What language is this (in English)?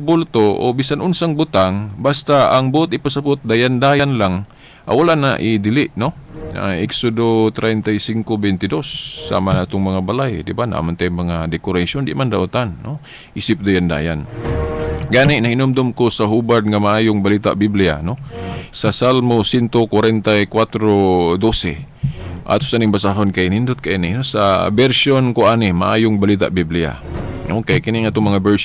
Cebuano